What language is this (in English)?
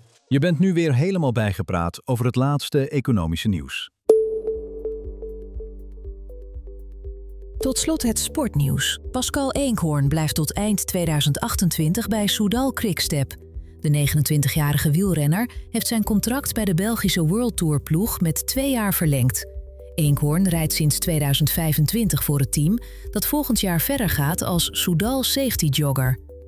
Dutch